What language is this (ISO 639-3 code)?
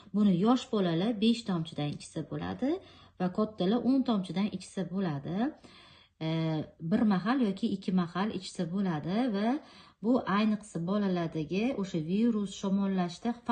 uzb